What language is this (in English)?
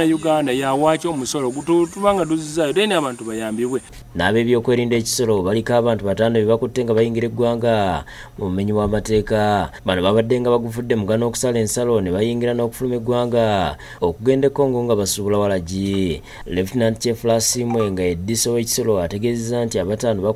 Ganda